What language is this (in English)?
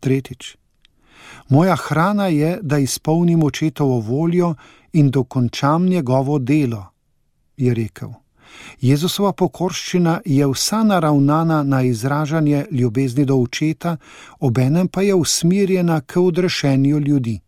Slovenian